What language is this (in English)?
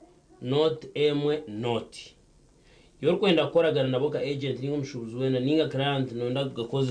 Nyankole